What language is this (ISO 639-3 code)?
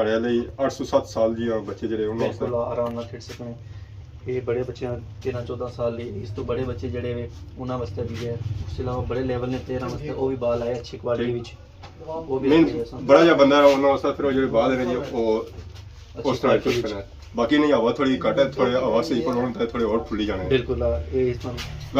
phr